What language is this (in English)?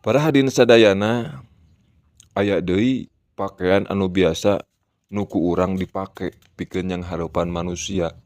Sundanese